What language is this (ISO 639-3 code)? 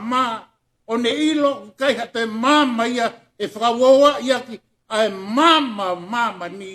ton